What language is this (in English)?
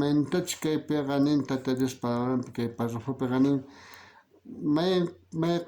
South Bolivian Quechua